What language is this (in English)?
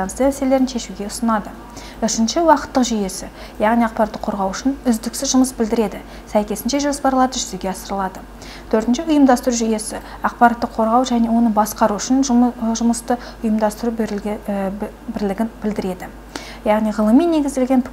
Kazakh